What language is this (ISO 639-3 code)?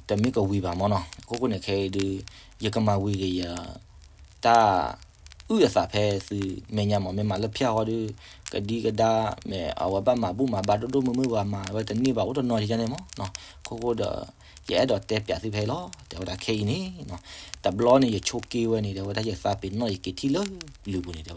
ksw